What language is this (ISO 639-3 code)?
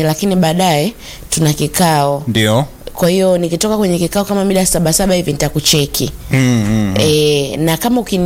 swa